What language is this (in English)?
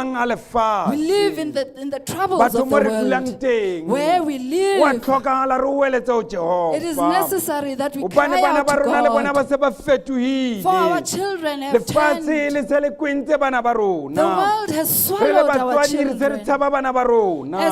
Southern Sotho